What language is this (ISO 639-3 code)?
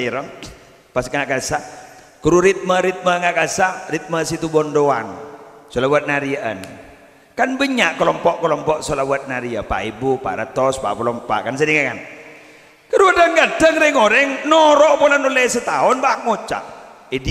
mad